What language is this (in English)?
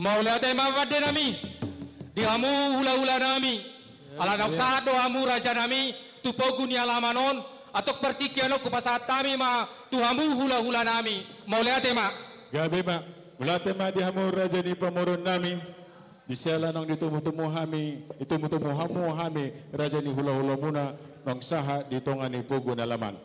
Batak Toba